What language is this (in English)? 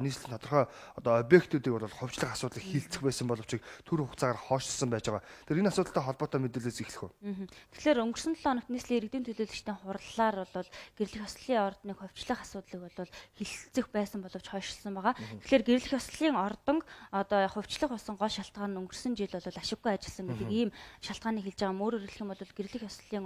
Mongolian